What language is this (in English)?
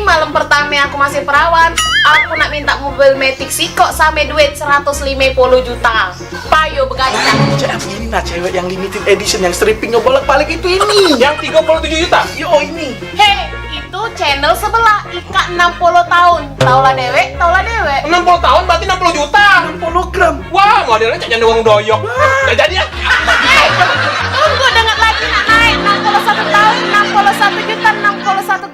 Musi